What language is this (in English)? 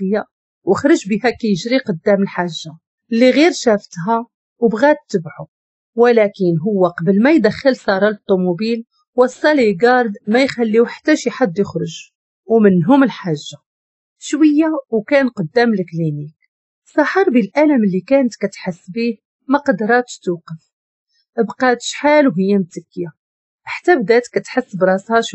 Moroccan Arabic